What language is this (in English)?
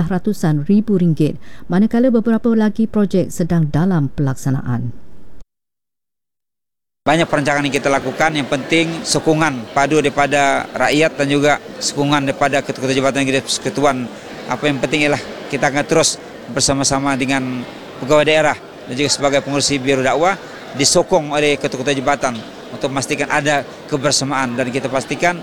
Malay